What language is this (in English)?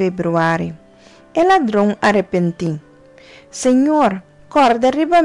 Papiamento